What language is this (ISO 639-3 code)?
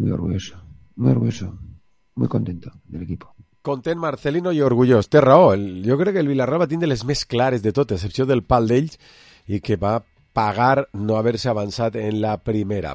cat